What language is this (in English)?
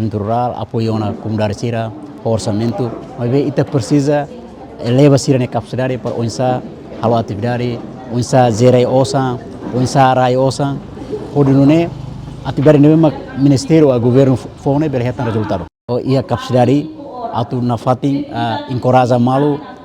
Tetum